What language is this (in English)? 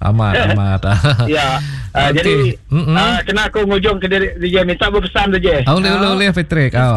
Iban